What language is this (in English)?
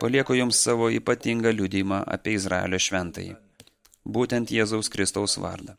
Lithuanian